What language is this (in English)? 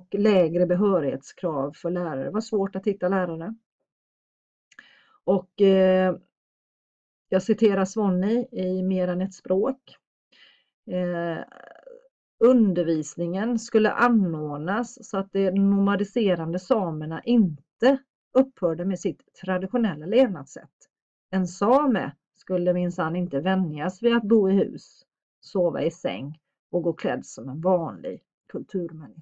Swedish